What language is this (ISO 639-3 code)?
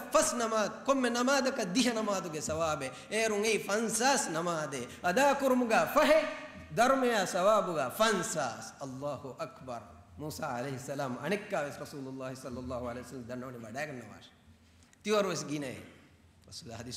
div